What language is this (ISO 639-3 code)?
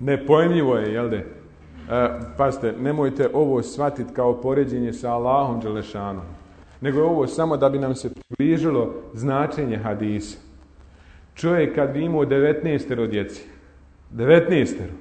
bos